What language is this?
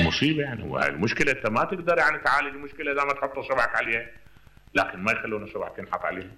Mesopotamian Arabic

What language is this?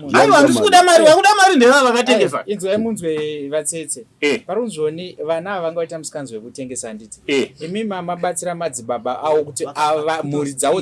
Shona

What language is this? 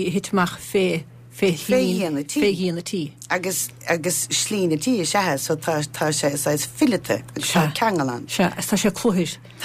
Irish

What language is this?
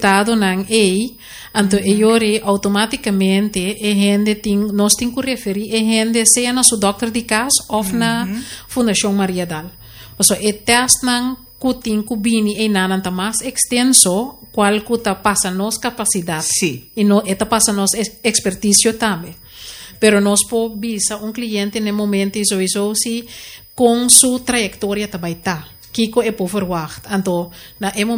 Papiamento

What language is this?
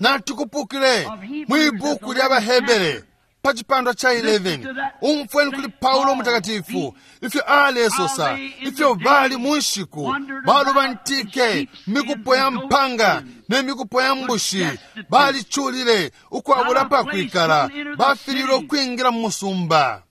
Bemba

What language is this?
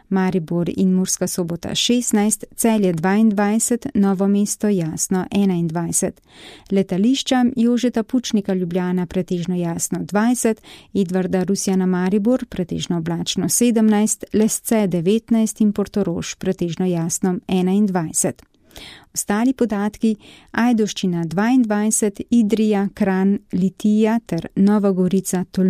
Slovenian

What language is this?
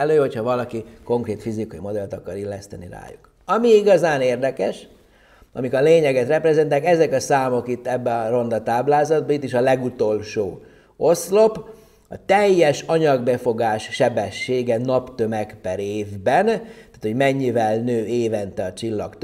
Hungarian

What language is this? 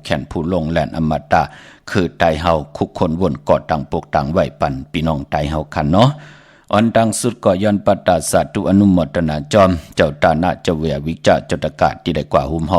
Shan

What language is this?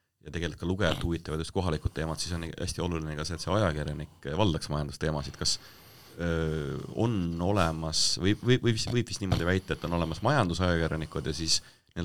Estonian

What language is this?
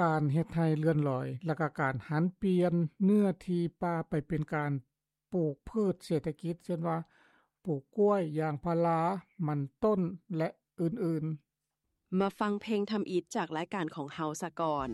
Lao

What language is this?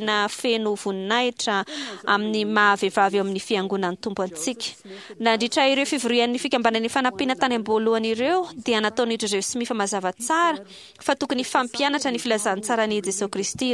Malagasy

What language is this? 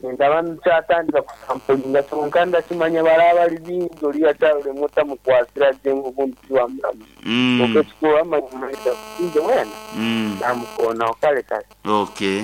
Nyankole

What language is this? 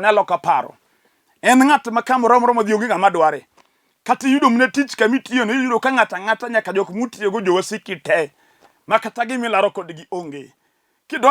Luo (Kenya and Tanzania)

